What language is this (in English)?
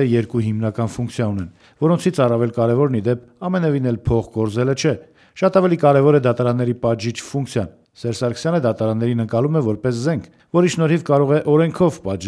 Armenian